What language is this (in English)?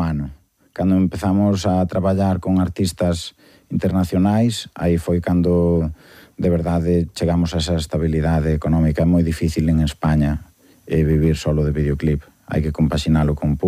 Galician